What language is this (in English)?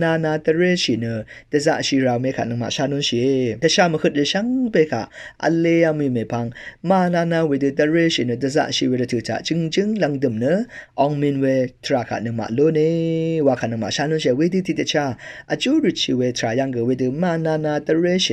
Rawang